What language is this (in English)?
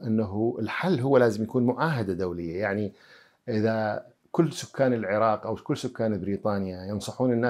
Mesopotamian Arabic